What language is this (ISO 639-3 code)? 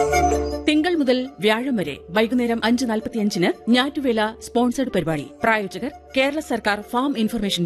mal